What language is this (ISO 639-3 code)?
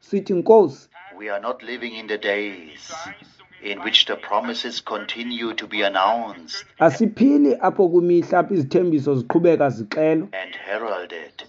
xho